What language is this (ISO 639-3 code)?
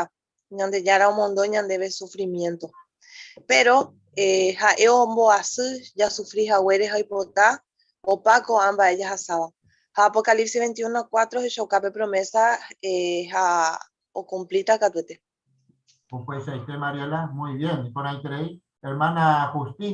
grn